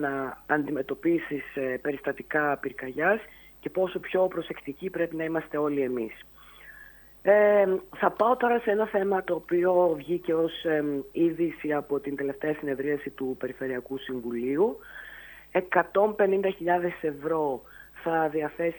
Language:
Greek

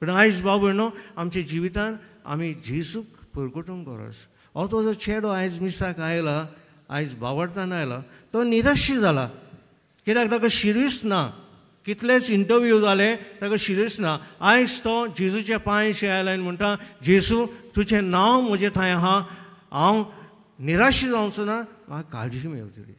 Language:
Konkani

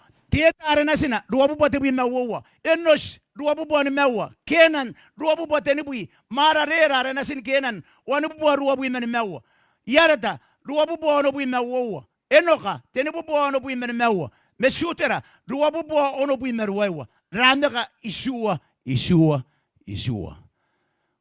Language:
Gilbertese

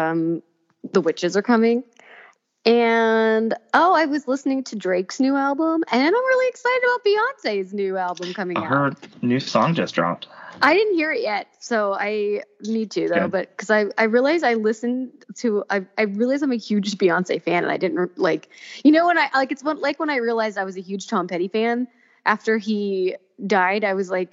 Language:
English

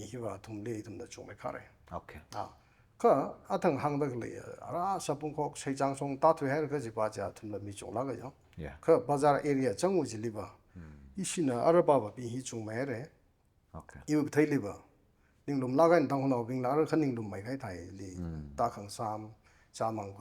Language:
Tangkhul Naga (India)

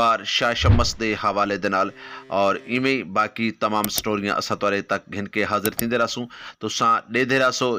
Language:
Saraiki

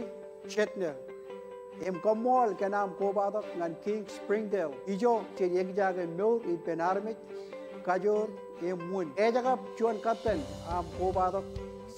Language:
Marshallese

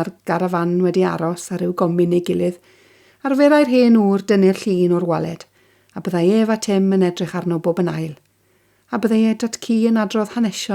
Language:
Welsh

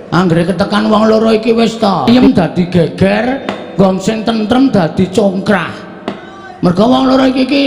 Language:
Javanese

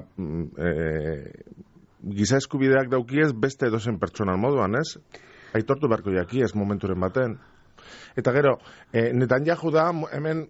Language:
Basque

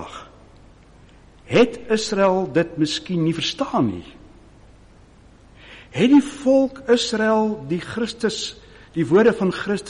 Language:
Afrikaans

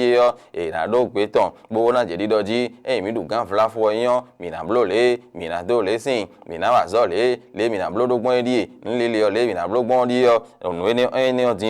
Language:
Fon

